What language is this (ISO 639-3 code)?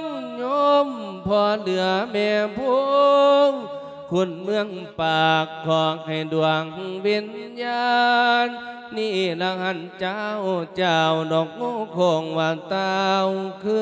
lao